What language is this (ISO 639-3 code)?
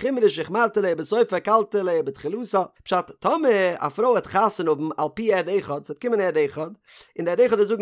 yid